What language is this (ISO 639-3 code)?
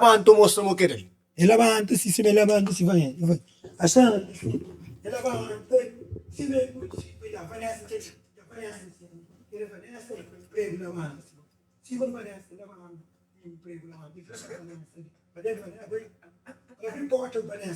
kea